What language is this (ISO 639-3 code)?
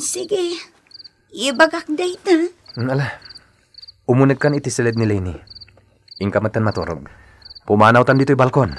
ilo